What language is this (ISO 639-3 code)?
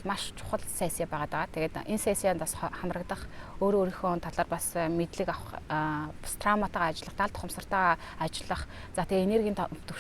mon